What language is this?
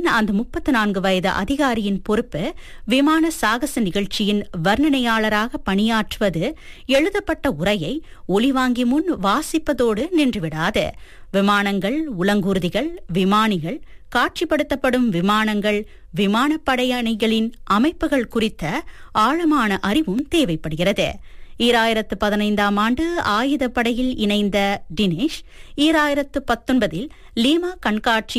Tamil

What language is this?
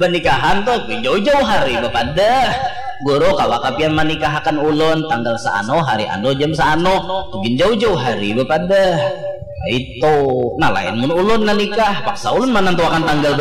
Banjar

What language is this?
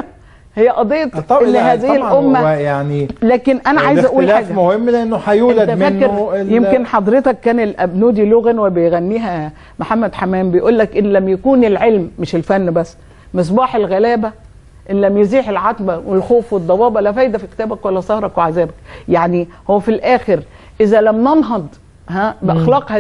Egyptian Arabic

